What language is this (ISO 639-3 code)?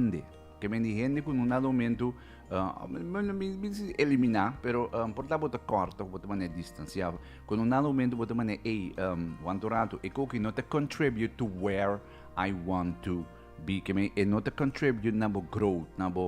pap